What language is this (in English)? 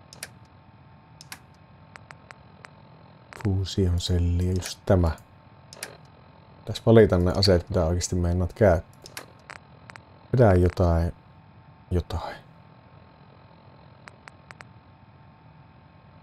Finnish